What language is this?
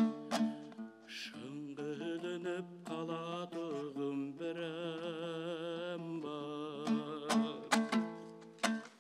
Kazakh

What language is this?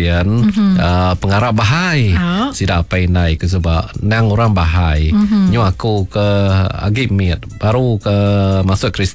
Iban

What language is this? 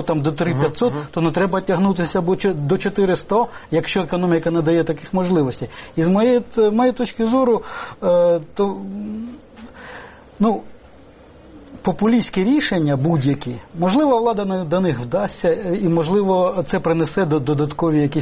Ukrainian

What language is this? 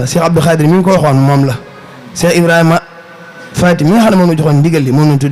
Wolof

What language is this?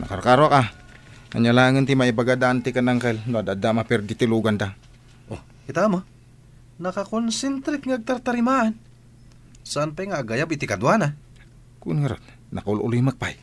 Iloko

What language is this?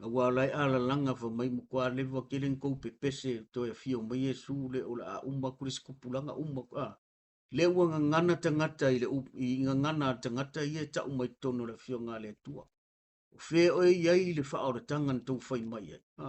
Samoan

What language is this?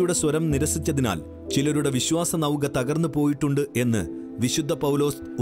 Malayalam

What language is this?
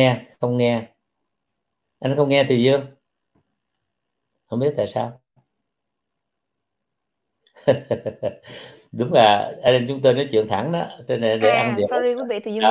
Vietnamese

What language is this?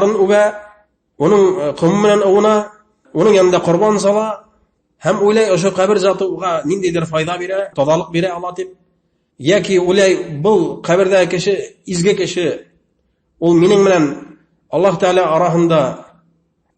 Bashkir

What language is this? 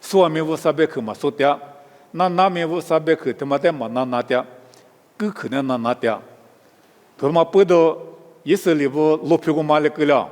Lisu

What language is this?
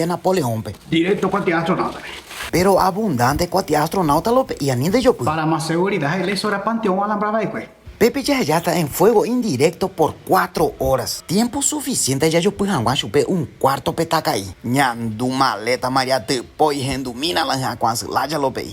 Guarani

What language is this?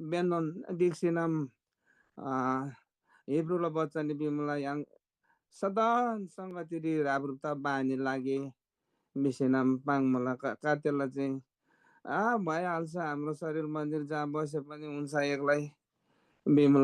Eastern Tamang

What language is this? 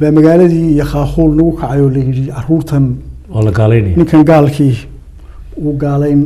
Somali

